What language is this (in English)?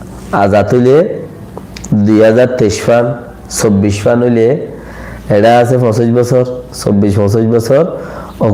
Rohingya